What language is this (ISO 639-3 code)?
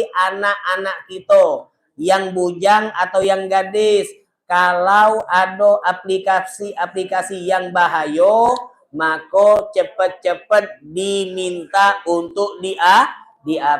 mui